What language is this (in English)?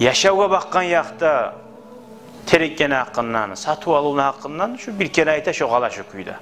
Kumyk